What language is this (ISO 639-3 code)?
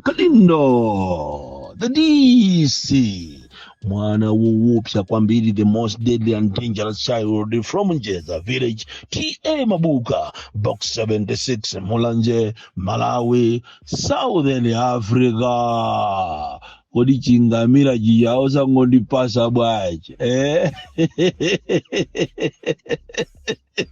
nya